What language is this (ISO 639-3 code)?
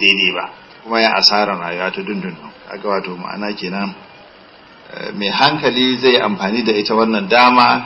hau